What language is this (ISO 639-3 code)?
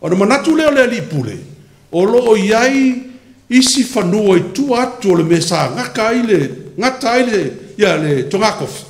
smo